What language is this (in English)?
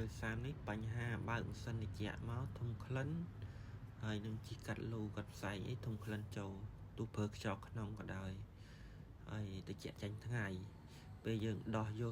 Khmer